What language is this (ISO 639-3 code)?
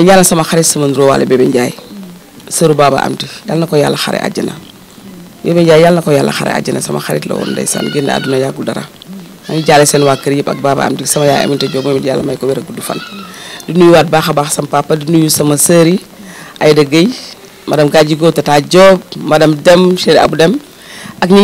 wol